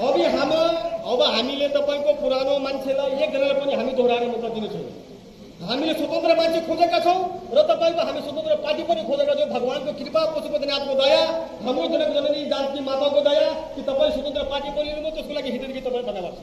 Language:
Nepali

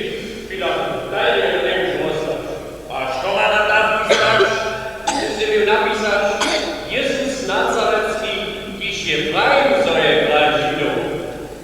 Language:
Upper Sorbian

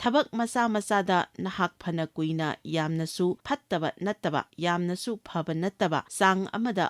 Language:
Manipuri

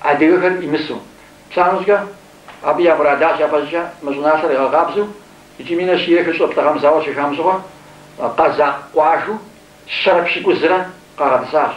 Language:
Kabardian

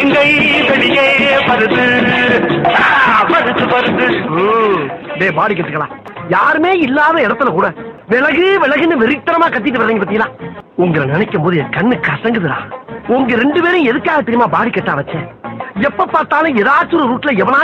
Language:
Tamil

